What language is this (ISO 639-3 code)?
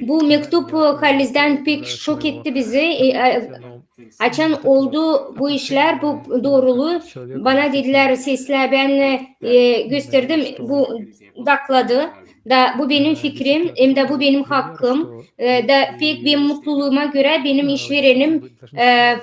gag